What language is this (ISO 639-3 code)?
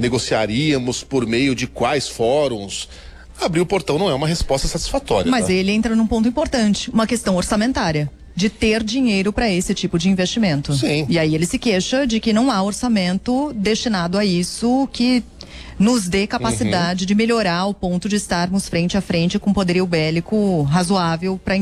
por